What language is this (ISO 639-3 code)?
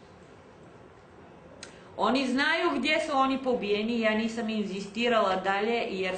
hrv